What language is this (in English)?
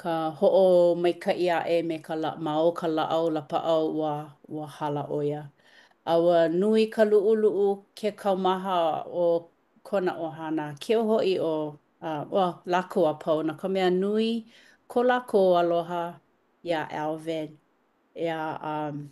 Hawaiian